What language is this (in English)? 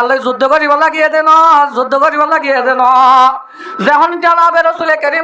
Rohingya